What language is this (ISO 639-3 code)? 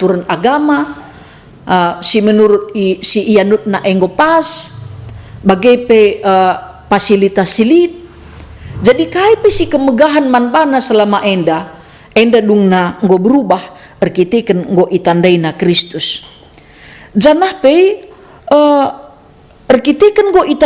btx